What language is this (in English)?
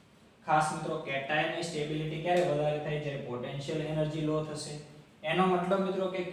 Gujarati